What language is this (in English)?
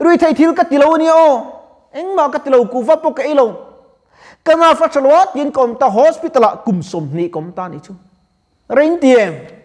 Mizo